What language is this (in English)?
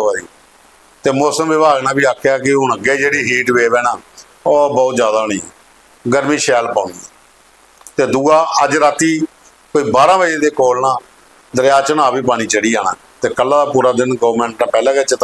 Dogri